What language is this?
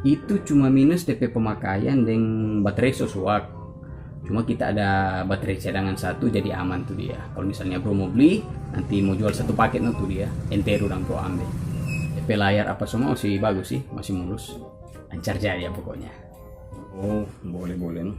Manado Malay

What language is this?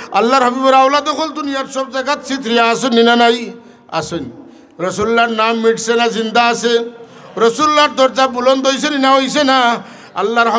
Sylheti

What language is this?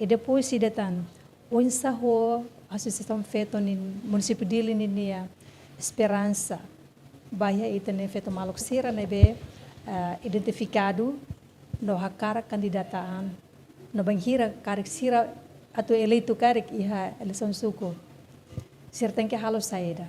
Tetum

